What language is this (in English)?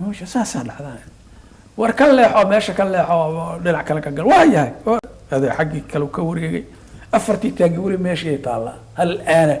Somali